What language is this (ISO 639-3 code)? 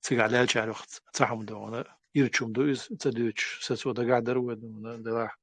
che